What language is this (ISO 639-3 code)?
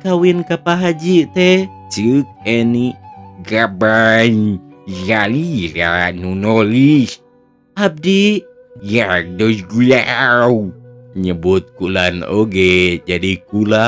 sun